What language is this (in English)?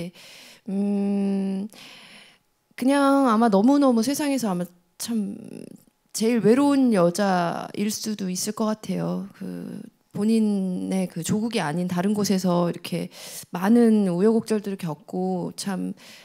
Korean